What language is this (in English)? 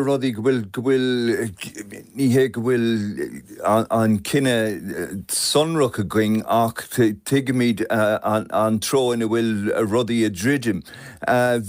Irish